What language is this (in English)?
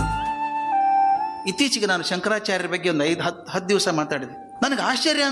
Kannada